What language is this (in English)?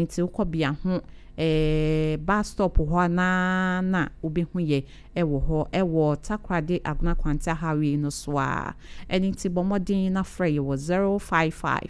Akan